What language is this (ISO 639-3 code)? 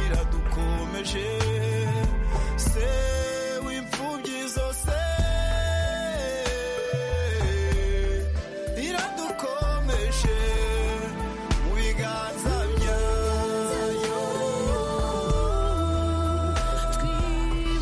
kin